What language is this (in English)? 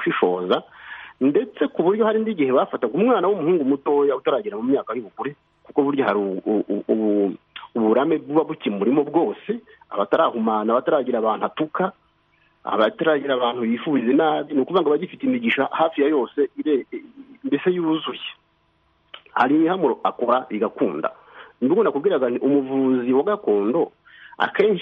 Kinyarwanda